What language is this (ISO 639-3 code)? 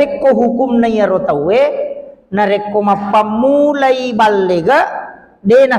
bug